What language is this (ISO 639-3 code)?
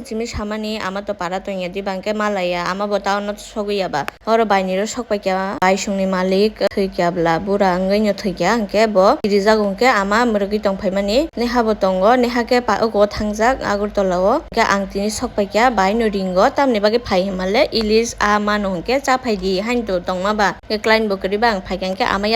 trp